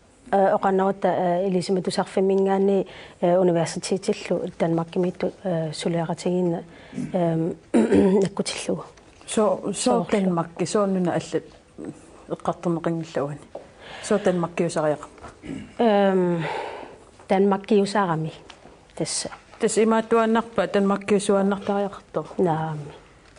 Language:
Kalaallisut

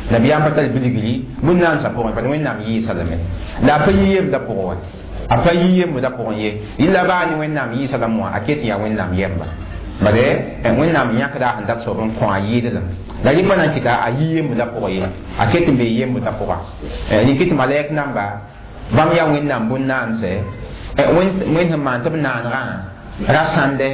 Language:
Mossi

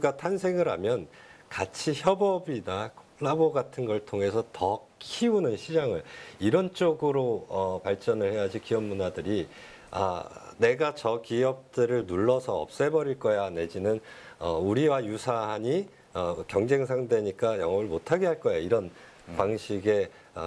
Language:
Korean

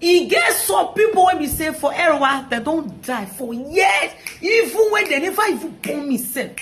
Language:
Nigerian Pidgin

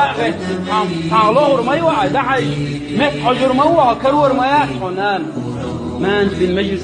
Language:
Chechen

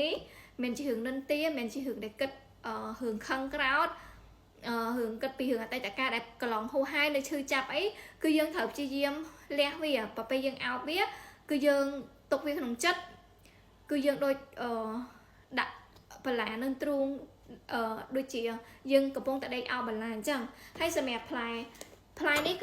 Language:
Khmer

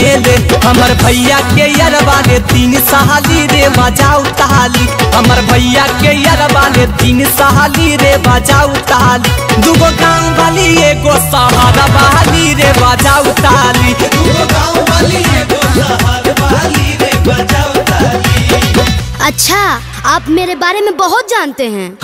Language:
Bhojpuri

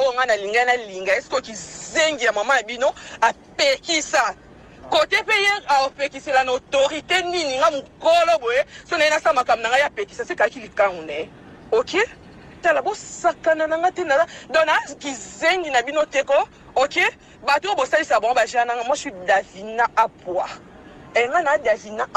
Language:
Lingala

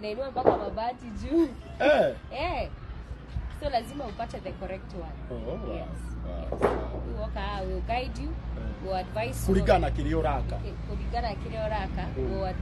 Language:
Kikuyu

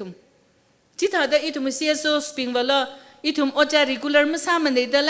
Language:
Tangkhul Naga (India)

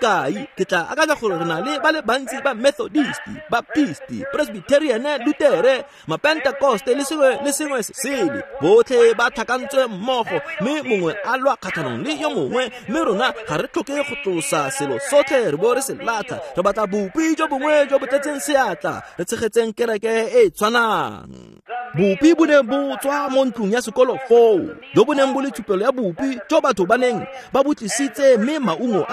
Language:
Tswana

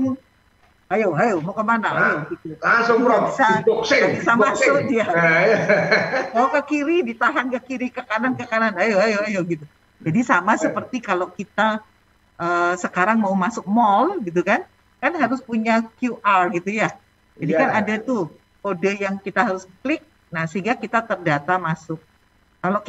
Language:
Indonesian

